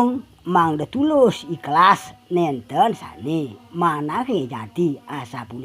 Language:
Balinese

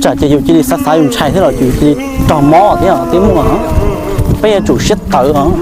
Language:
Hmong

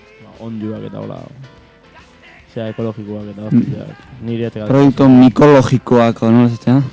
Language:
Basque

